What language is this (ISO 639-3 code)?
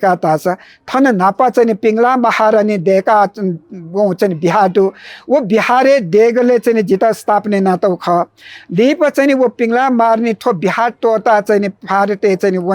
new